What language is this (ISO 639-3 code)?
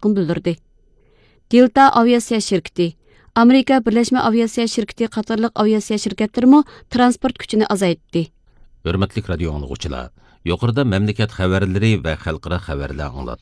uig